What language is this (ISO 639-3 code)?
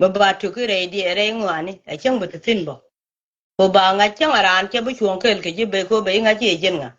nus